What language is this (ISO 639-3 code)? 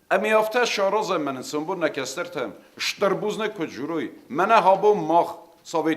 oss